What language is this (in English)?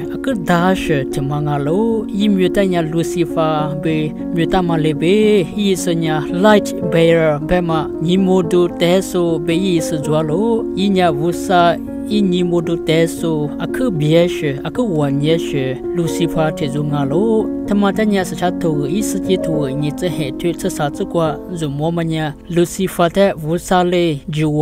Lisu